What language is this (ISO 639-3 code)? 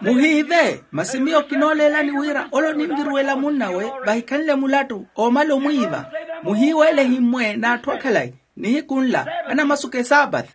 vmw